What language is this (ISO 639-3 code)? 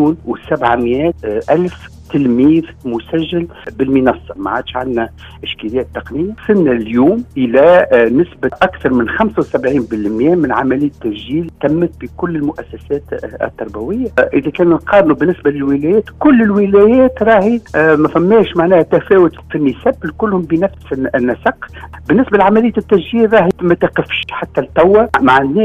aeb